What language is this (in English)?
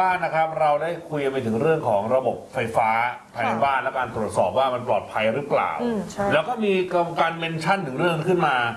Thai